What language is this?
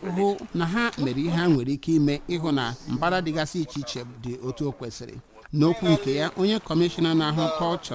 Igbo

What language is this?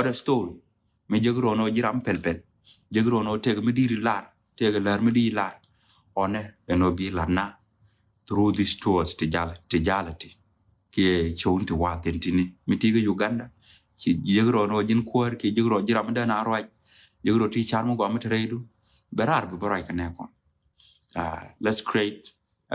Nuer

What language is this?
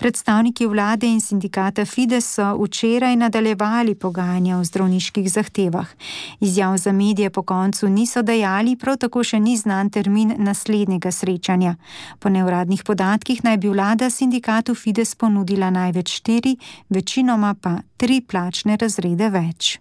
Slovenian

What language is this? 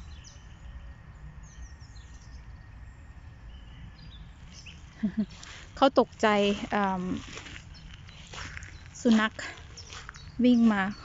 Thai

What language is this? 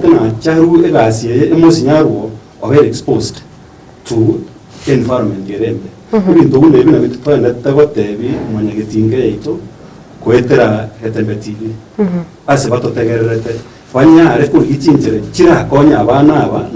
Gusii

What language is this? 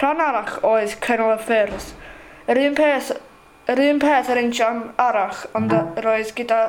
Welsh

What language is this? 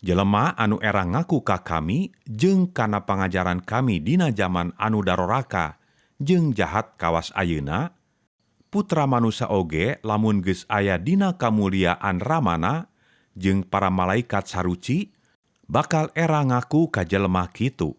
Sundanese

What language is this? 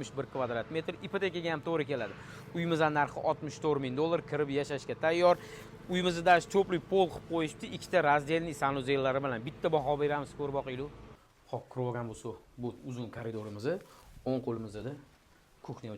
Uzbek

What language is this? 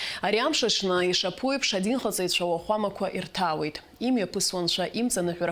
Abkhazian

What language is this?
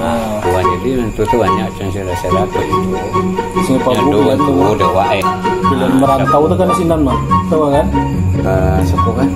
Minangkabau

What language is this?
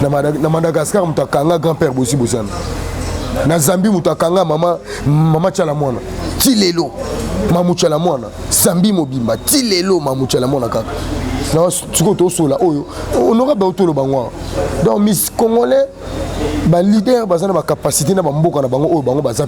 Lingala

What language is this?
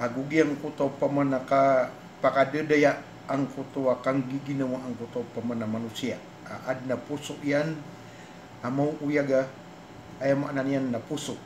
Maranao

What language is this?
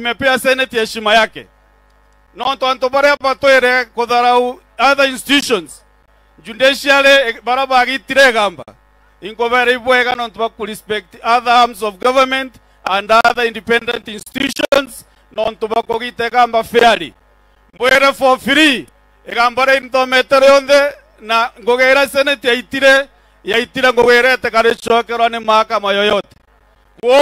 Meru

